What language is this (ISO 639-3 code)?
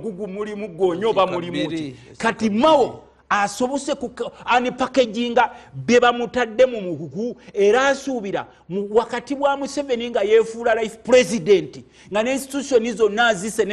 lug